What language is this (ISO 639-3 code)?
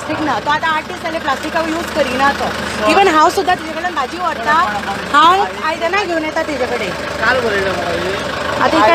kok